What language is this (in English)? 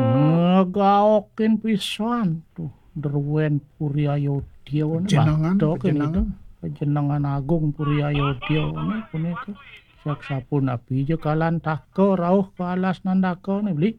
Balinese